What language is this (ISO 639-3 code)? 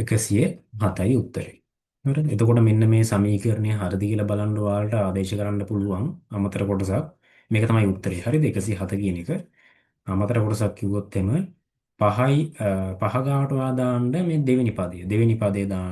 sin